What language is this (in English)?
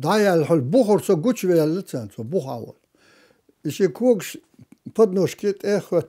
Chechen